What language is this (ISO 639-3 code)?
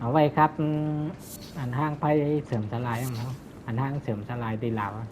shn